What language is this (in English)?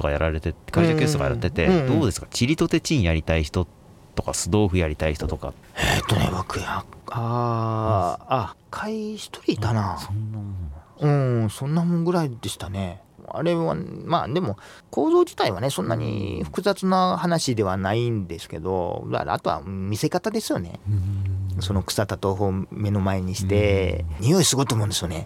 Japanese